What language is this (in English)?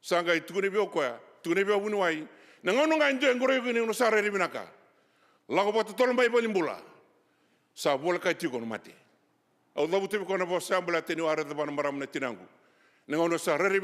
Fijian